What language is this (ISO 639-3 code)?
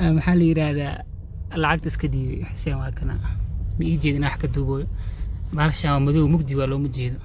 som